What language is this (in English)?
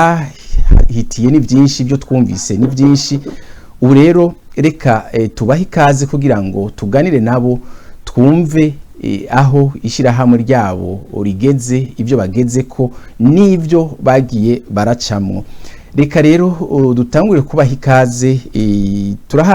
Rundi